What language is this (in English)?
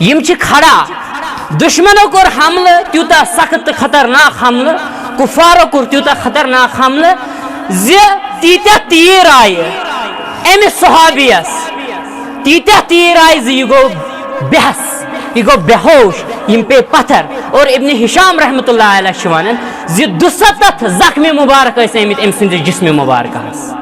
Kashmiri